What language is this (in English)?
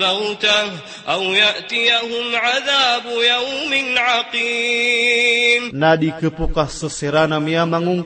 Maranao